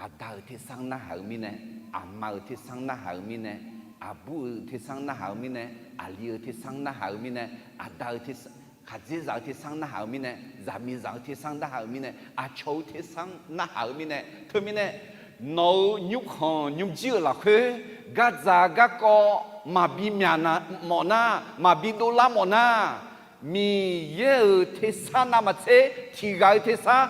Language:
Akha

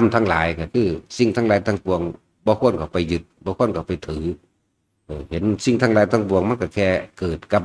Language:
Northeastern Thai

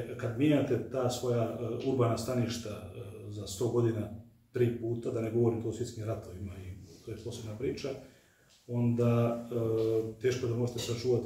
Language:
Croatian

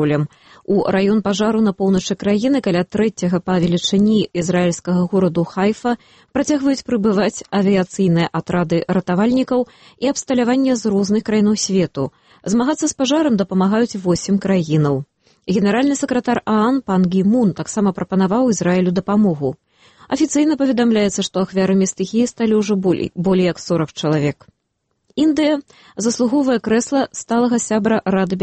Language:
Belarusian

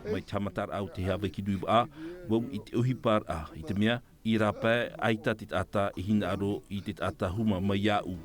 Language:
Tahitian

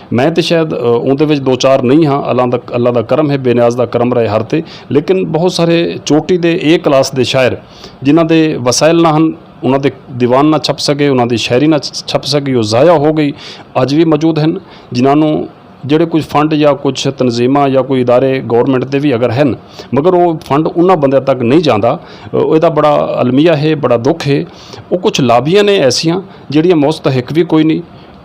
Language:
Saraiki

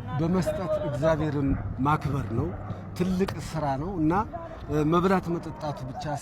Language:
Amharic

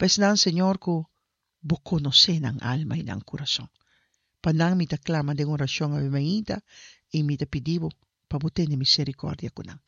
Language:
Papiamento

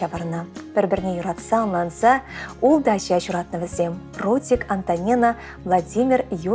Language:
Chuvash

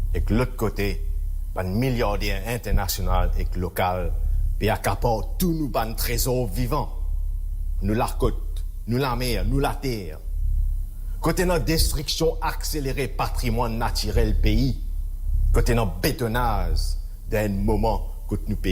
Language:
Morisyen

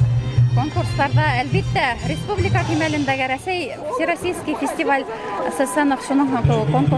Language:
Bashkir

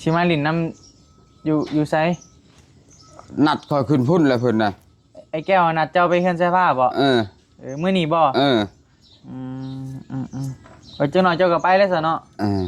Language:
Northeastern Thai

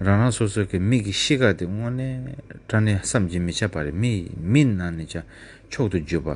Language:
Tibetan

